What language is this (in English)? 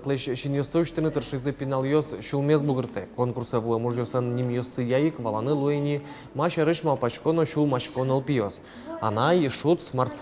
Udmurt